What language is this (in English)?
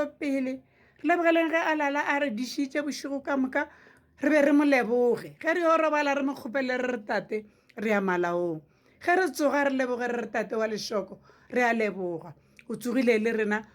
Northern Sotho